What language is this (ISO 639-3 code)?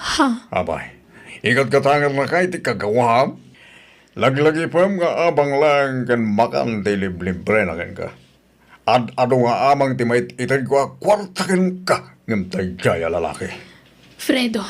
ilo